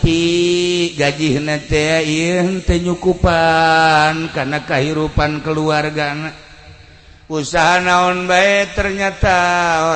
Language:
Sundanese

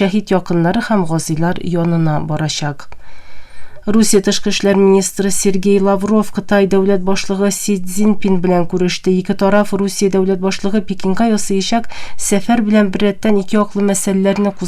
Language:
Tatar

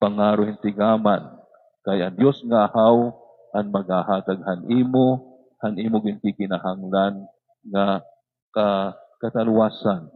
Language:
Waray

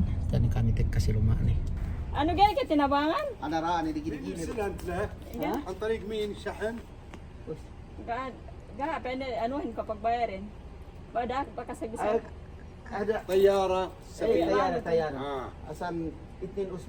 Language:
Yakan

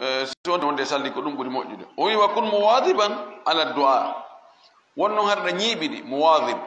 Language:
Fula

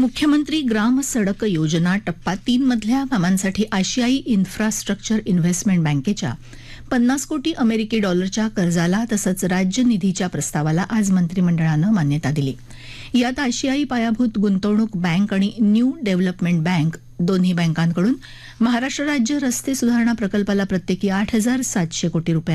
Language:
Marathi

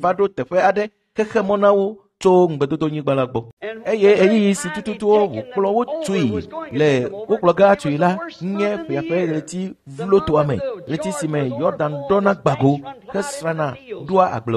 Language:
Ewe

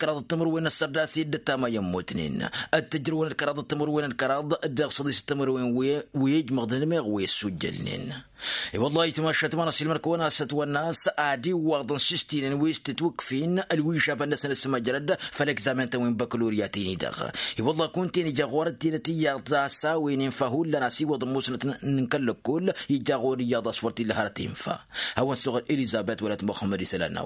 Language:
Tamasheq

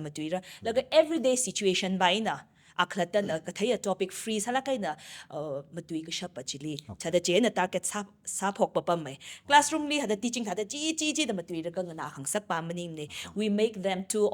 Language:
Tangkhul Naga (India)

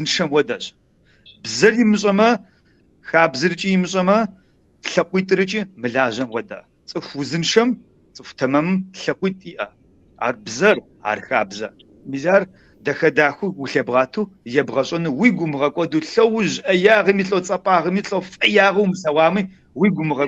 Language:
Kabardian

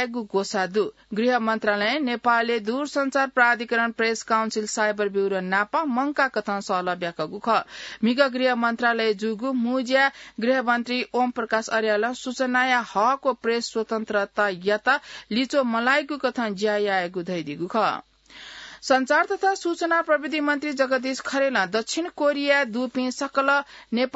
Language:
Newari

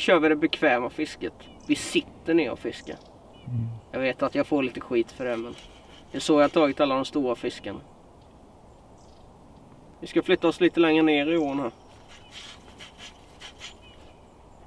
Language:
Swedish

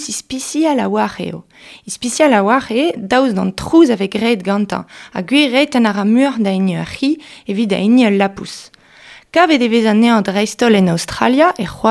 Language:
Breton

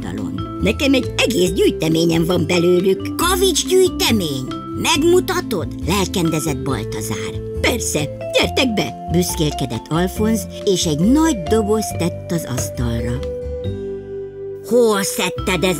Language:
Hungarian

